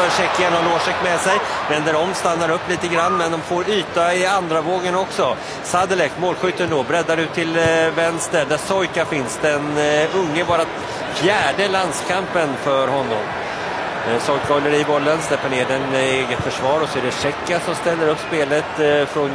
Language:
Swedish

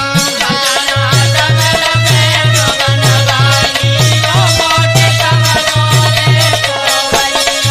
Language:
Bhojpuri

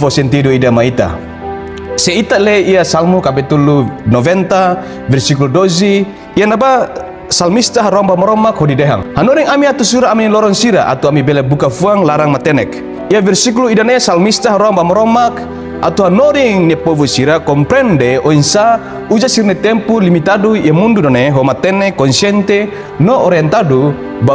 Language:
Tetum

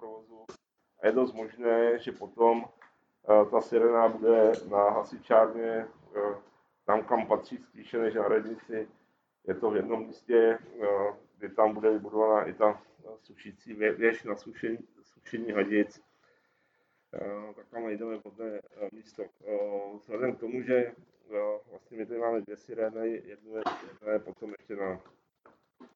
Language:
Czech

